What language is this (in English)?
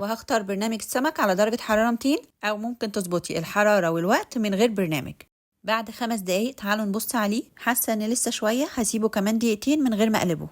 Egyptian Arabic